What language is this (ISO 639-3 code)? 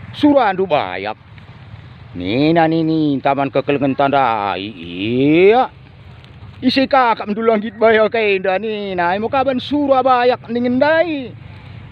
btx